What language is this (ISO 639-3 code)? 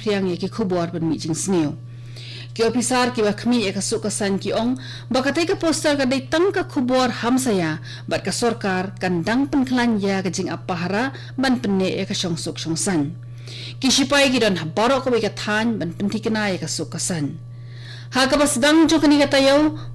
kha